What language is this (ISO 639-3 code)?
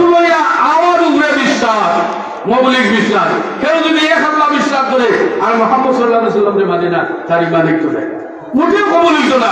syl